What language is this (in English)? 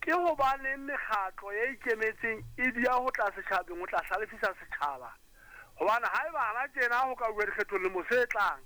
Southern Sotho